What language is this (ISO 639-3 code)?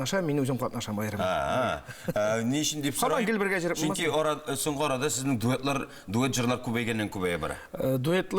tat